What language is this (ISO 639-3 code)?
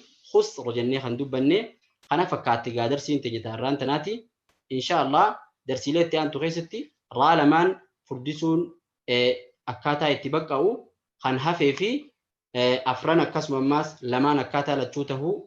orm